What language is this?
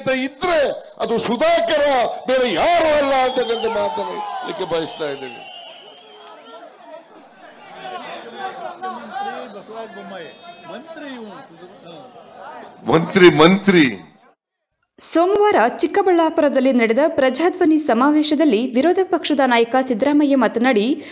Kannada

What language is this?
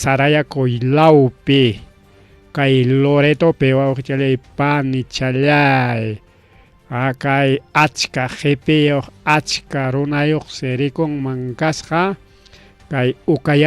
Ayacucho Quechua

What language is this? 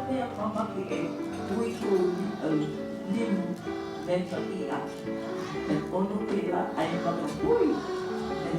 Hawaiian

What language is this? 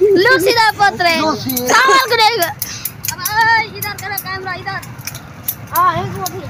Saraiki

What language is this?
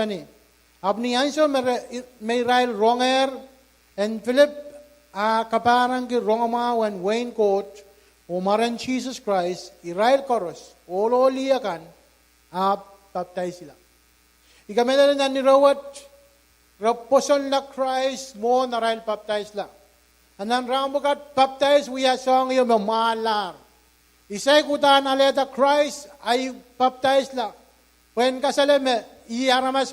Pohnpeian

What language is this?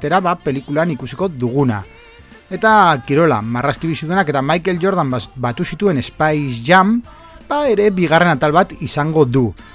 Basque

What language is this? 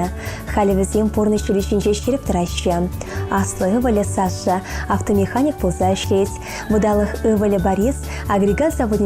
Chuvash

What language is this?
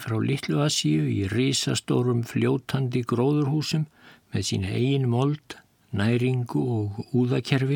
Icelandic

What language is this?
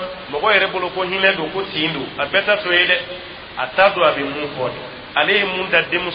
Dyula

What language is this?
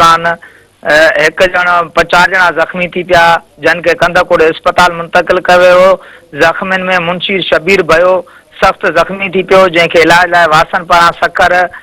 Sindhi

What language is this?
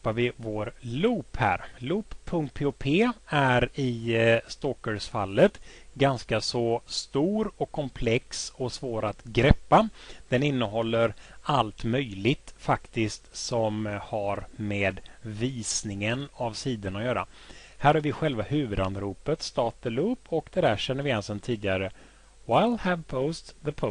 Swedish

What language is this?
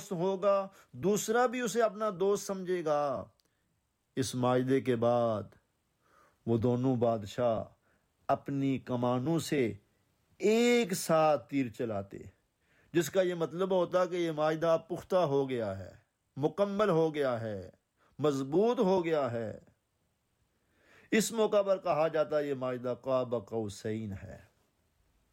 Urdu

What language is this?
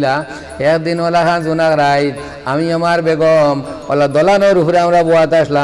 Sylheti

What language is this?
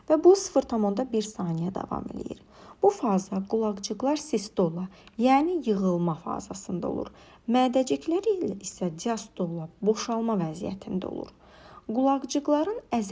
Azerbaijani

